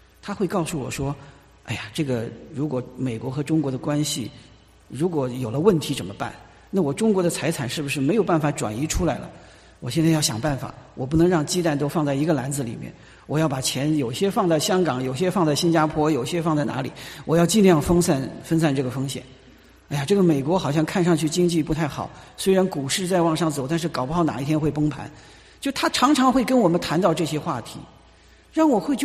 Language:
Chinese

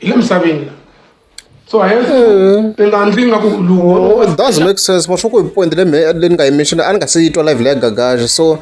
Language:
Tsonga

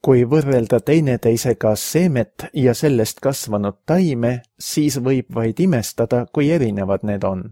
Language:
Estonian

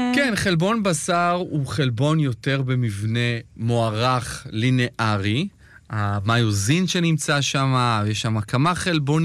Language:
Hebrew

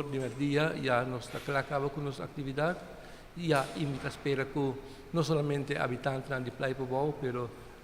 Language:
Papiamento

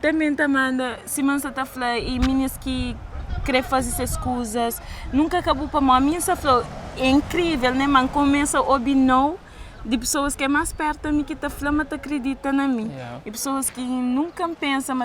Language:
Kabuverdianu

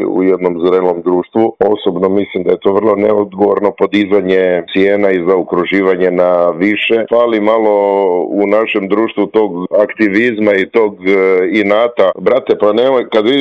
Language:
Croatian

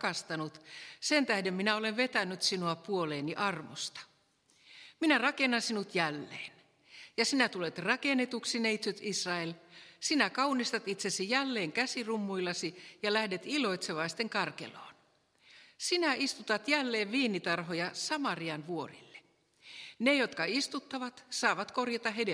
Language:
Finnish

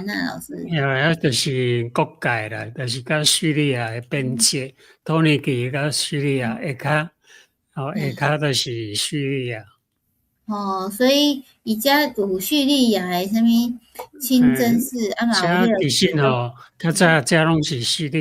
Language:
Min Nan Chinese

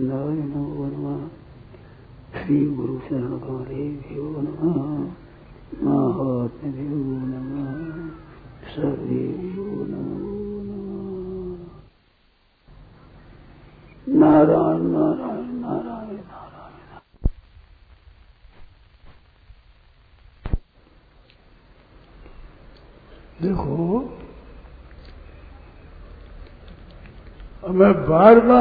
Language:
Hindi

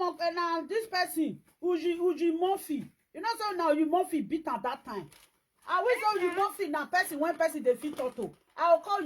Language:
Nigerian Pidgin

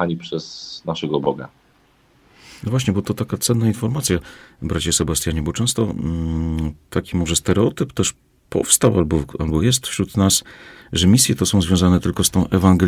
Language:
Polish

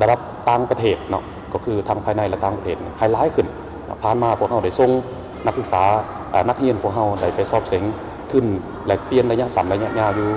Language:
Lao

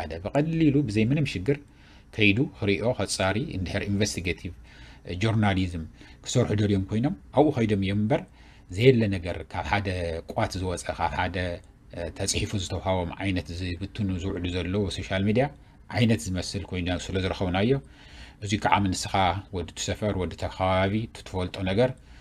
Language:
Tigrinya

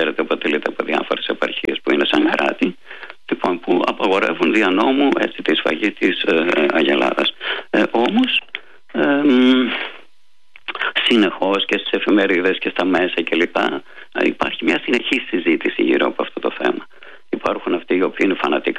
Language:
Greek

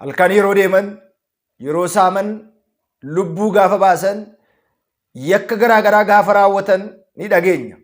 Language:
Oromo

